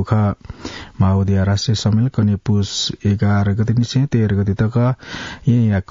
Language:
Newari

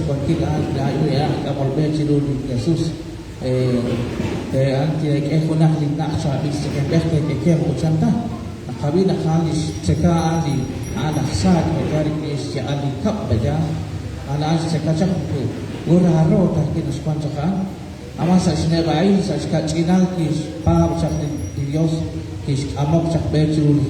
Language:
Kekchí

